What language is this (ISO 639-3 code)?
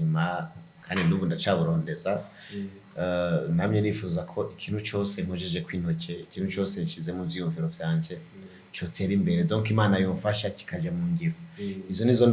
run